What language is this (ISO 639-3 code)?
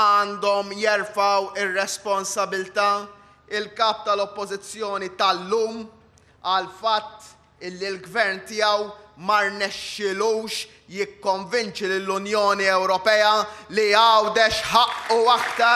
mlt